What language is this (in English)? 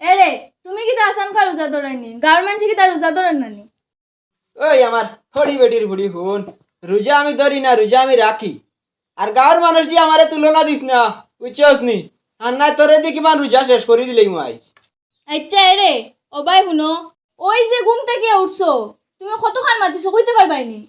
Sylheti